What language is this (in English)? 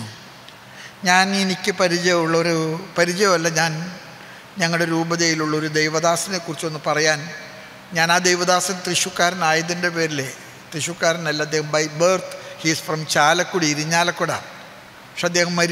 Malayalam